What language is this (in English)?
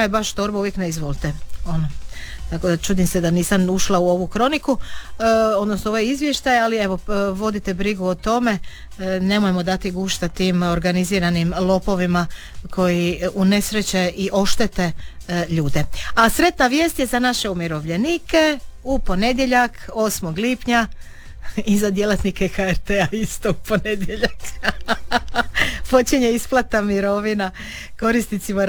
Croatian